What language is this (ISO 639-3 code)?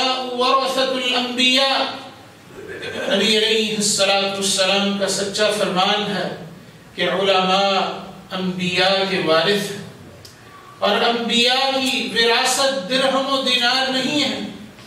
urd